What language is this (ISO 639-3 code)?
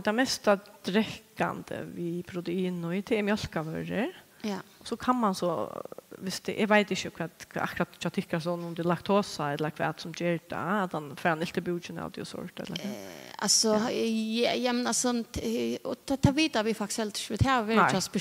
fao